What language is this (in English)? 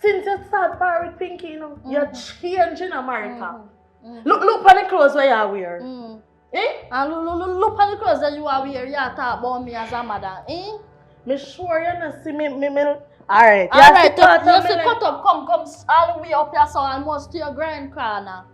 Jamaican Creole English